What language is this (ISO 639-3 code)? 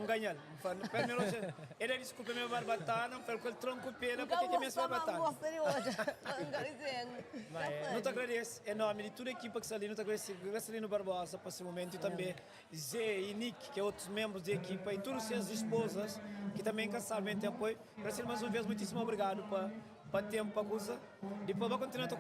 kea